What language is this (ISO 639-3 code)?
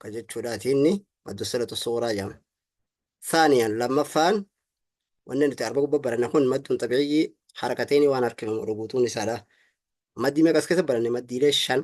orm